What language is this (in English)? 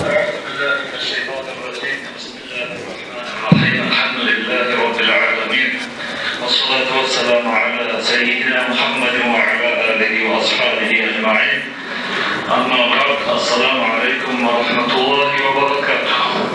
Kumyk